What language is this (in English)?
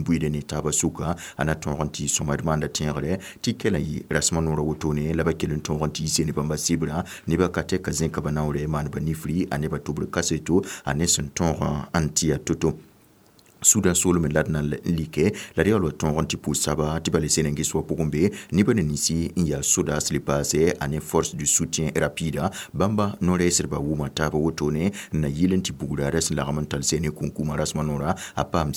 Mossi